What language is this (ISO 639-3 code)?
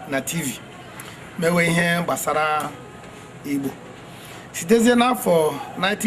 ibo